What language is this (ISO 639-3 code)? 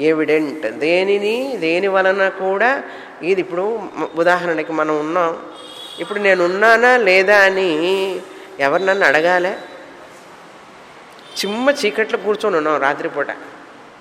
tel